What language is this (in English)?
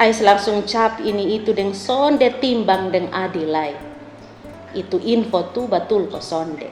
Kupang Malay